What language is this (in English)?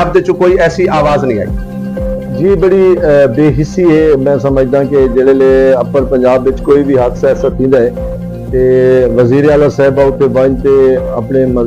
Saraiki